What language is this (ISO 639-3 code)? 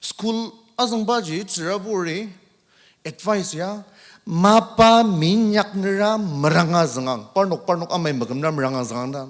njo